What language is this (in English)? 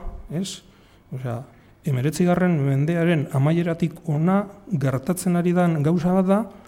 Basque